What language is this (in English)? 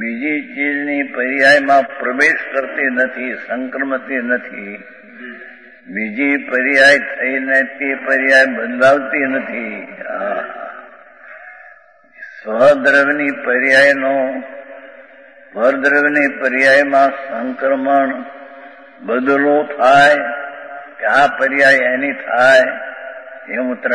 Gujarati